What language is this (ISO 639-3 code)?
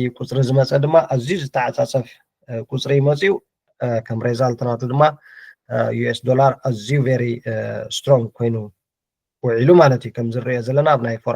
tir